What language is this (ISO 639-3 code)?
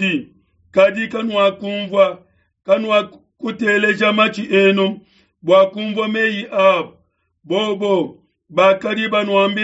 lua